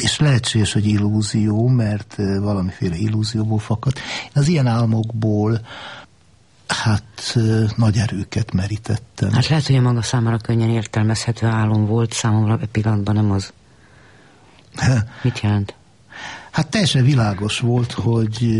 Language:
Hungarian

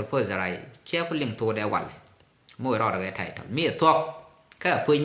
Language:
Nuer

